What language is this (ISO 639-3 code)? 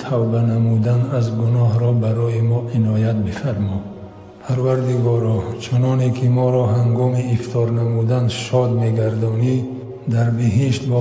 tgk